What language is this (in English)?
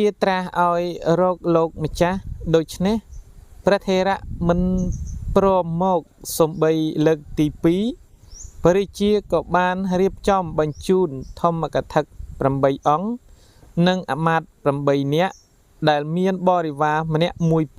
Khmer